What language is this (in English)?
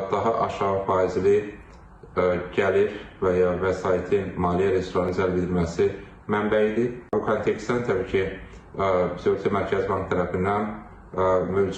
Azerbaijani